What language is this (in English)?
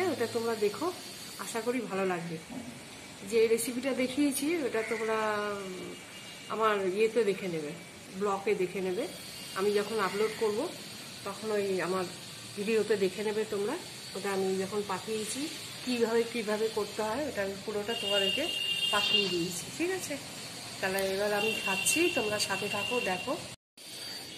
Bangla